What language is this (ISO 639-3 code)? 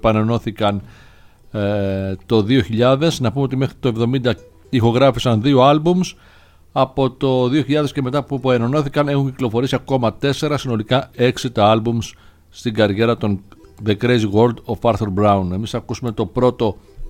ell